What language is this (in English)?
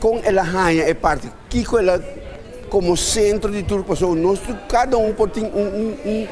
Papiamento